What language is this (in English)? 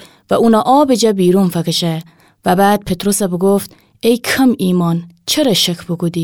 Gilaki